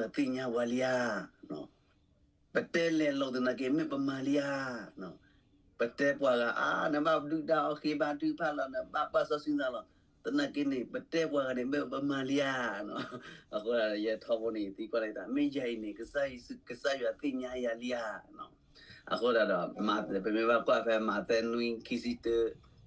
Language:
S'gaw Karen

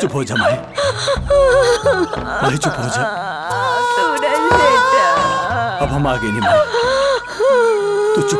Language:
Bhojpuri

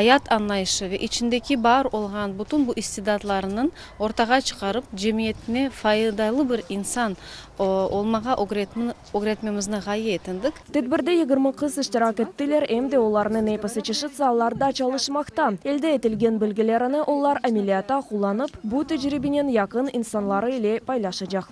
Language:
Crimean Tatar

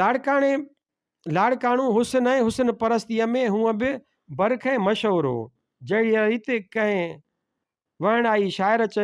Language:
Sindhi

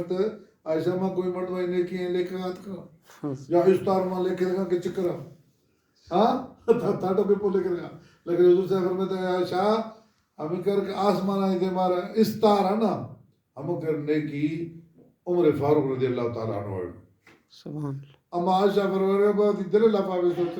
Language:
Baluchi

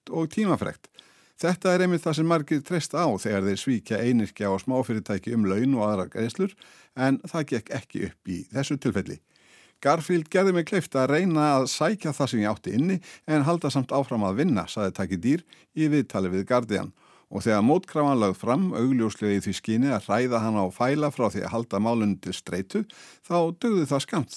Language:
Icelandic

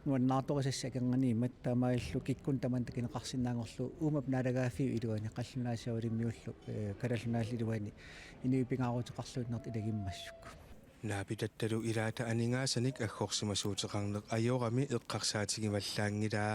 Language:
Kalaallisut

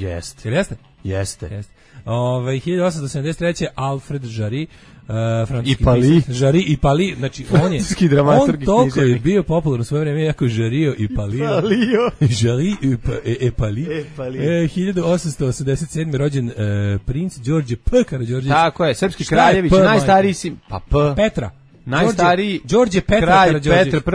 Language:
Serbian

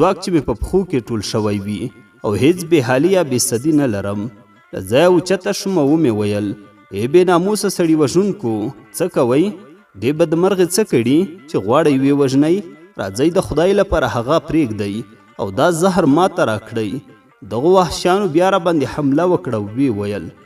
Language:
Pashto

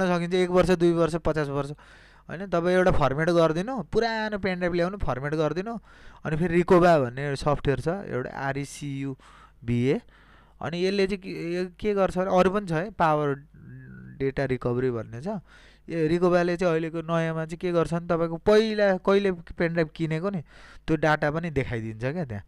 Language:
Nepali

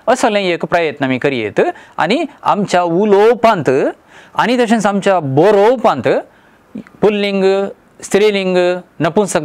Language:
Konkani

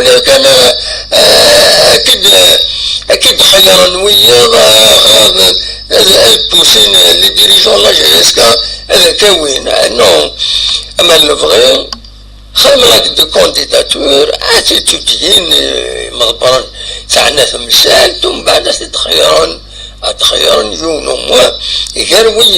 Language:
Kabyle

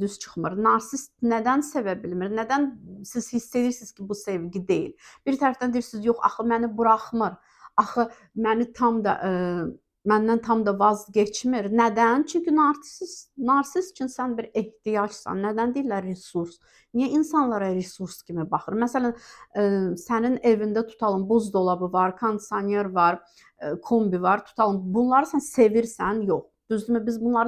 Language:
Azerbaijani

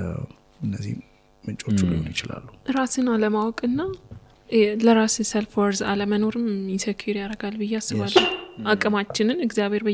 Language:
Amharic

